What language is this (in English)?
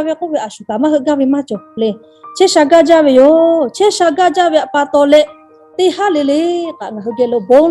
Lahu